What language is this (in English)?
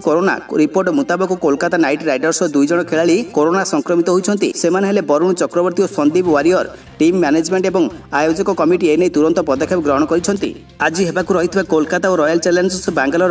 Odia